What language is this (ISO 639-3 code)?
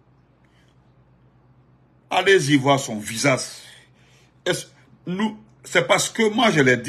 fra